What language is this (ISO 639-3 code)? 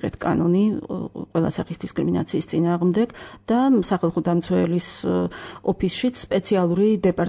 kat